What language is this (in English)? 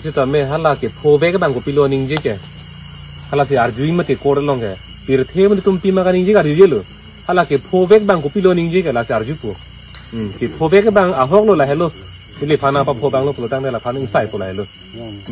Karbi